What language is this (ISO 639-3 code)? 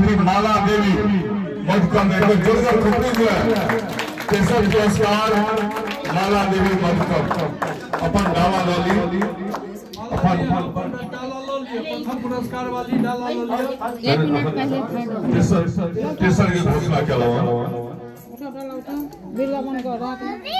mai